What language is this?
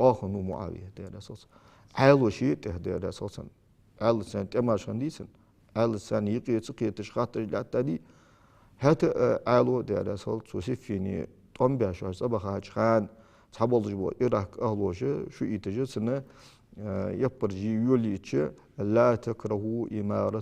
Ingush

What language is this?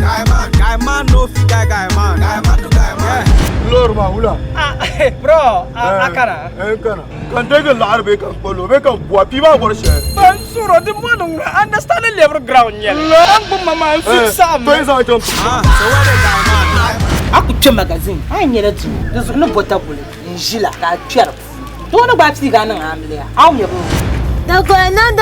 Dagbani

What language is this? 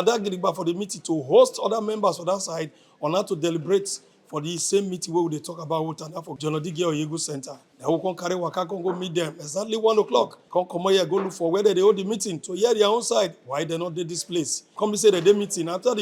Nigerian Pidgin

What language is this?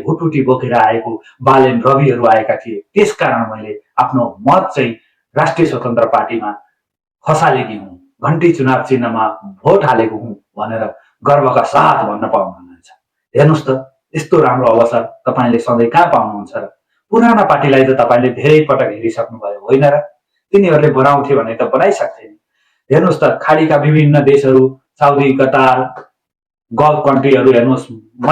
Nepali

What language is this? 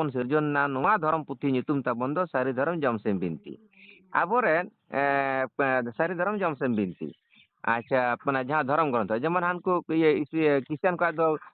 Santali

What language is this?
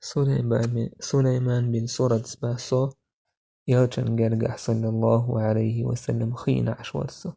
Chechen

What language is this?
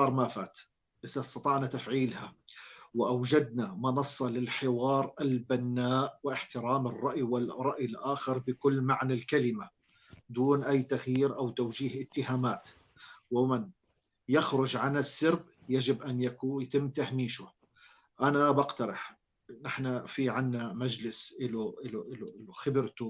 North Levantine Arabic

